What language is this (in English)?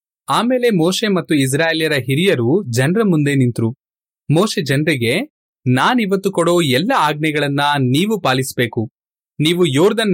Kannada